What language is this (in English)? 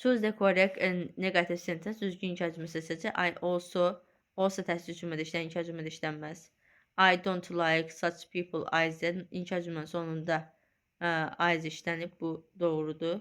Azerbaijani